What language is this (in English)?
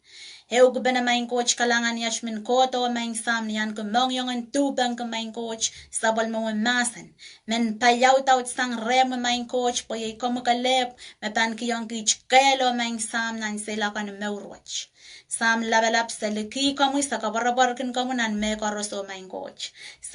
Pohnpeian